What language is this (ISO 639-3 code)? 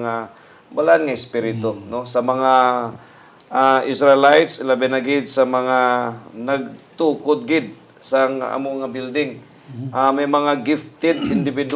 hil